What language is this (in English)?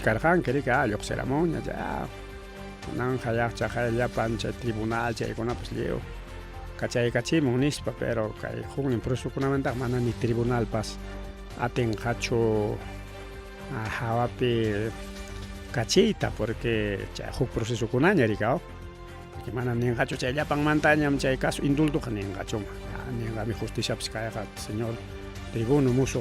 Ayacucho Quechua